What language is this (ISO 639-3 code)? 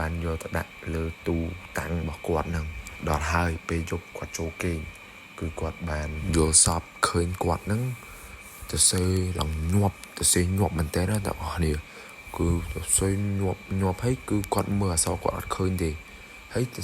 khm